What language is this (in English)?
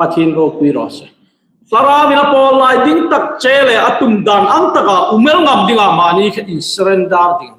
Hmar